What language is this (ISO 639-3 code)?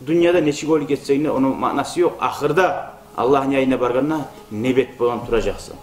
kum